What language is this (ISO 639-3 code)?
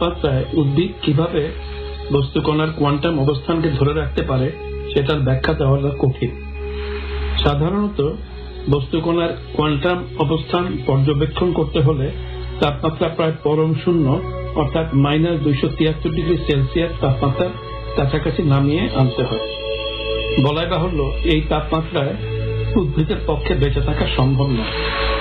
ben